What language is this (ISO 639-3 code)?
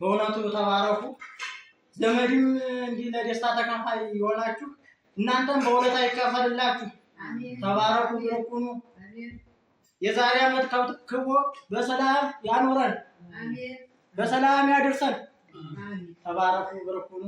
amh